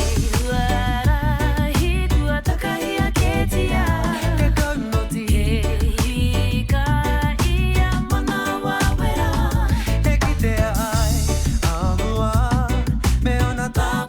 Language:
Māori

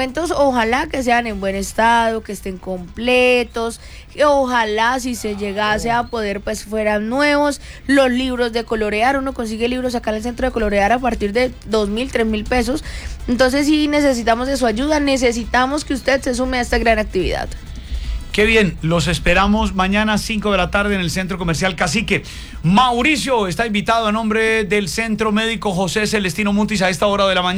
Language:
Spanish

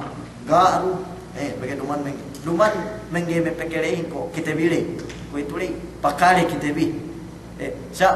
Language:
Yakan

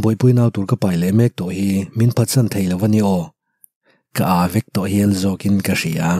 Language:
Mizo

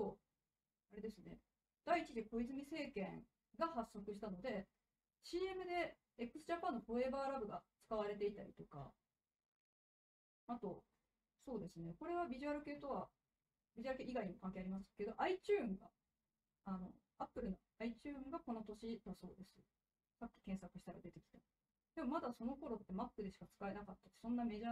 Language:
Japanese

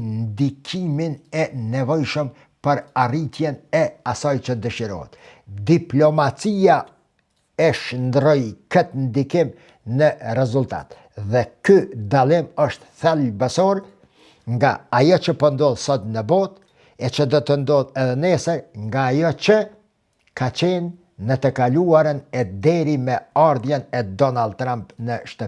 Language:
Albanian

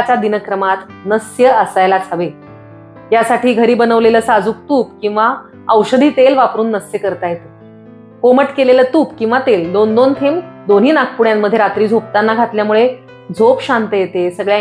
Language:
Marathi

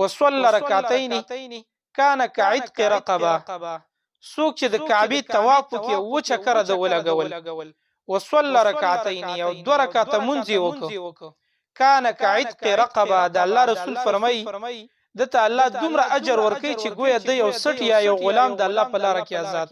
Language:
Pashto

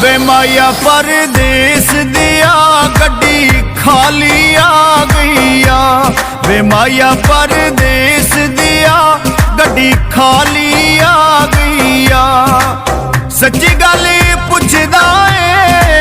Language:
Pahari-Potwari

